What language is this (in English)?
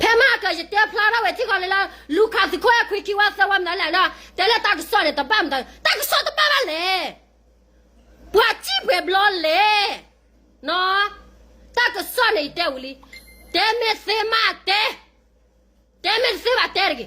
S'gaw Karen